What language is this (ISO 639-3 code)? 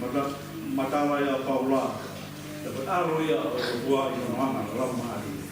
ton